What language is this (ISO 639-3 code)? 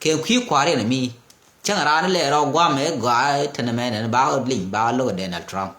nus